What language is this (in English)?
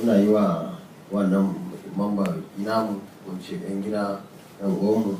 Hausa